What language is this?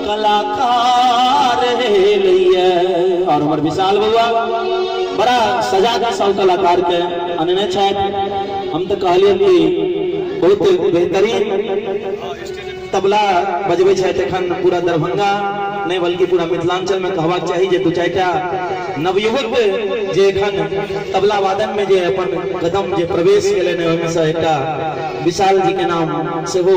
Maithili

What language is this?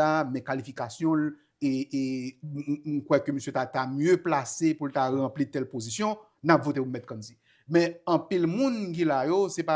Haitian Creole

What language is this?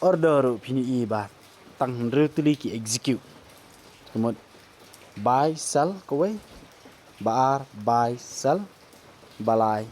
Khasi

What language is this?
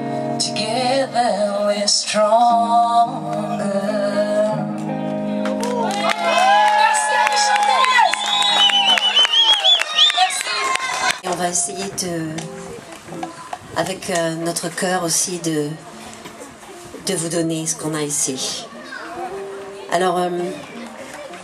French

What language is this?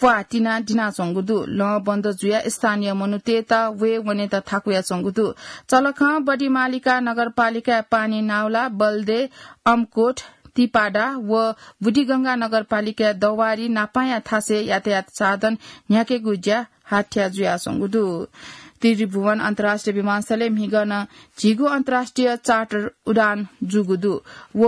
Newari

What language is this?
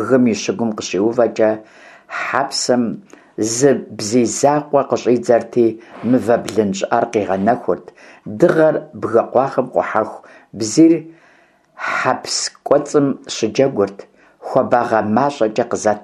Kabardian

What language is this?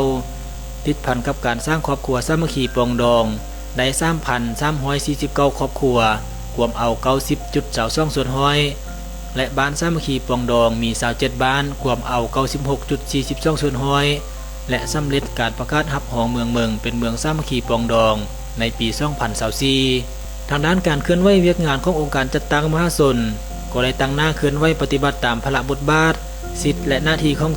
Lao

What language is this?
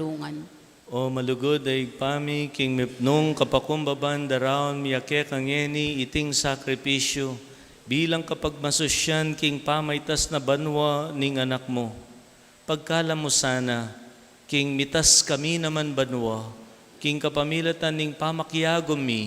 Pampanga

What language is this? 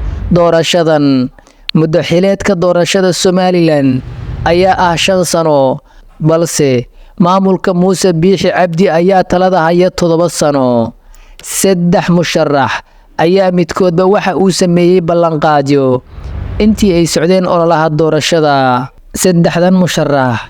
Somali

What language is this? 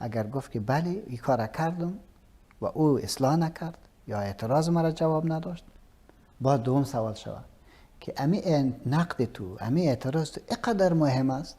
Persian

